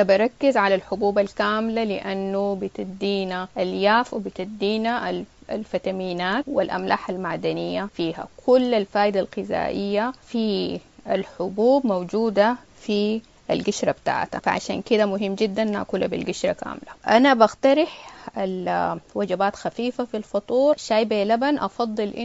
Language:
Sudanese Arabic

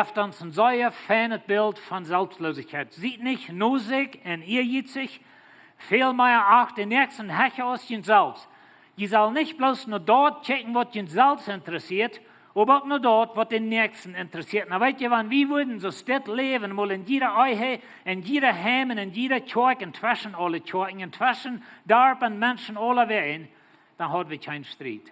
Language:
Plautdietsch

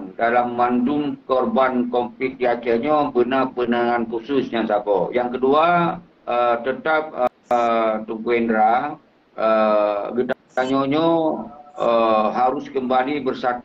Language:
Achinese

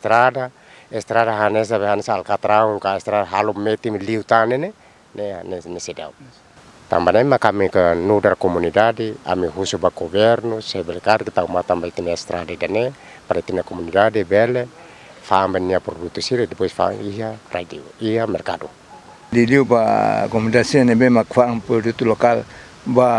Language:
Tetum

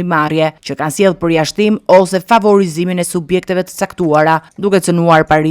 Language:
Albanian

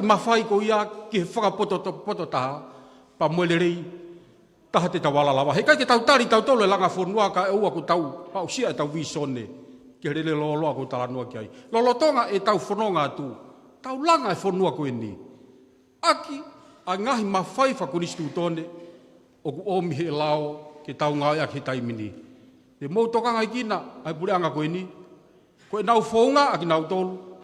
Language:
Tongan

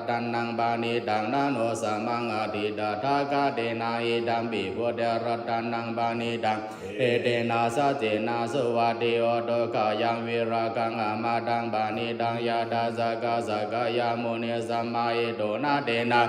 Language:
Pali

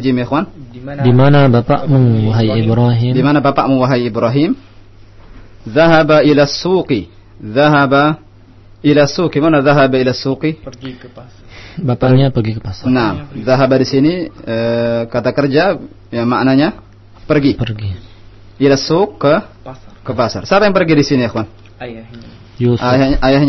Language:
Indonesian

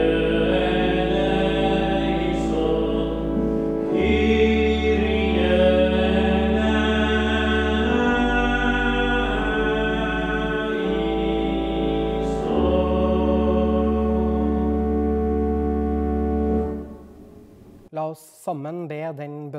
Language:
Norwegian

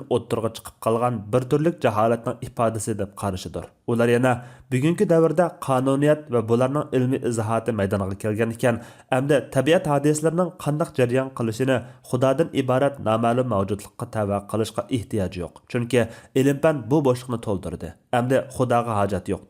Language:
Uyghur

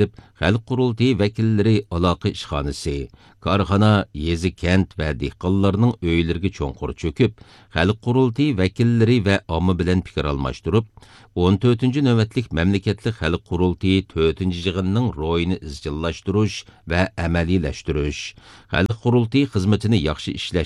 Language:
Uyghur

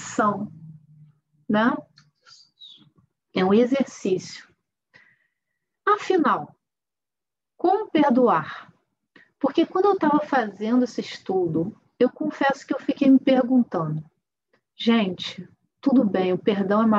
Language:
Portuguese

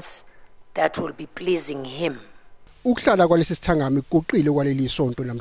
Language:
Zulu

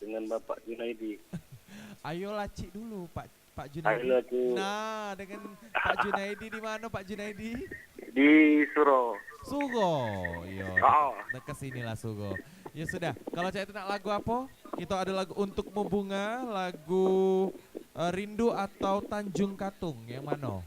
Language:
Musi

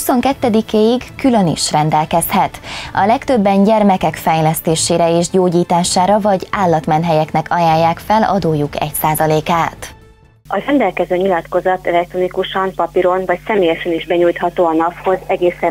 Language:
Hungarian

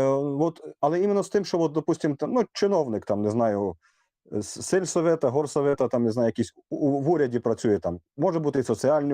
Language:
Rusyn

